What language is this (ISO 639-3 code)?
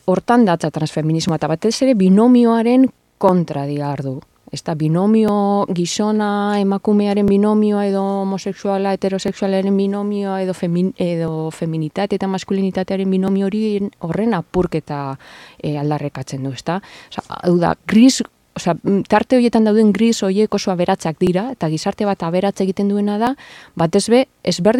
eus